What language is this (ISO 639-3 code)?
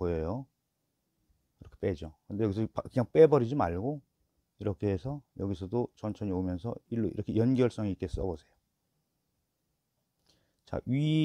kor